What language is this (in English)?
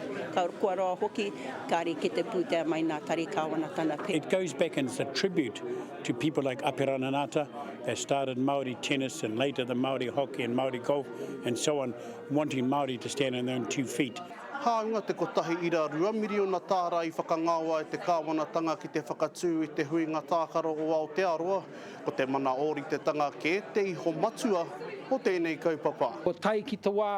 Māori